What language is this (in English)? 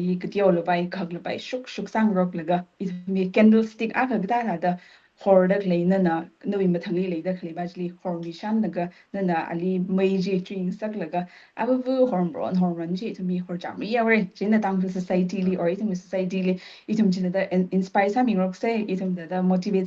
Tangkhul Naga (India)